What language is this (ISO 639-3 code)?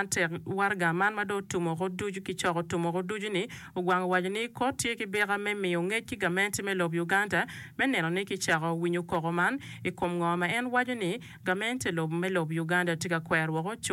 ach